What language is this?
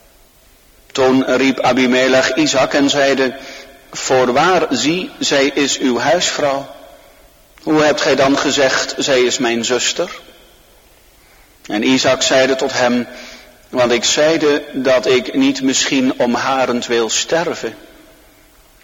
Dutch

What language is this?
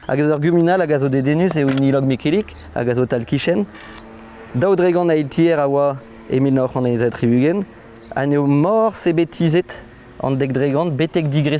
Breton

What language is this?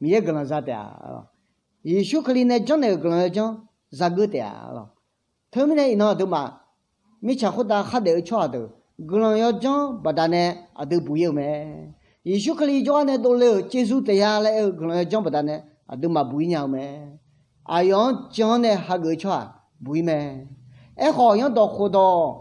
Akha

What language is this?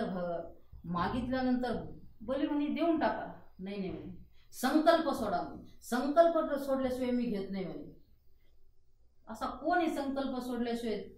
Marathi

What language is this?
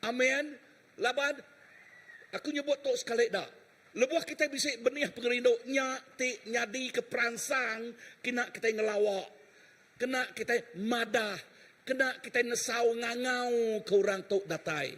Iban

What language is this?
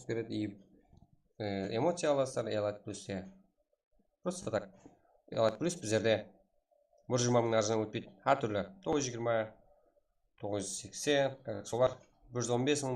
Kara-Kalpak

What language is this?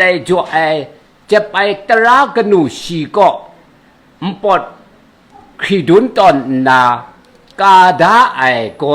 Kachin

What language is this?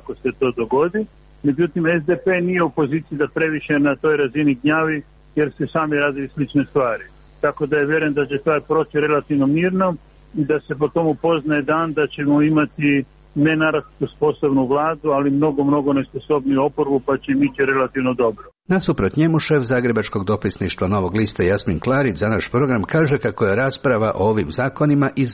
Croatian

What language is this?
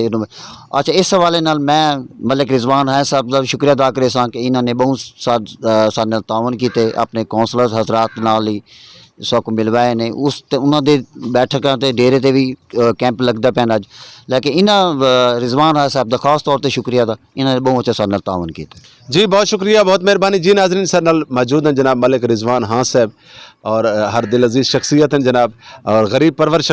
Saraiki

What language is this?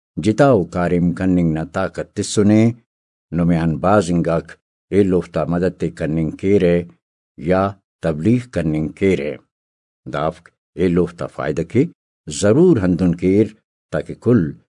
Brahui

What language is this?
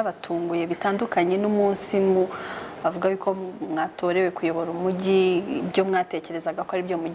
Kinyarwanda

